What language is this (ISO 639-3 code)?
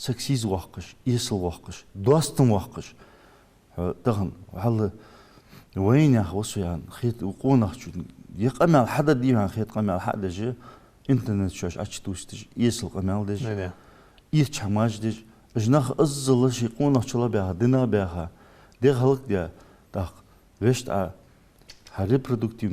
inh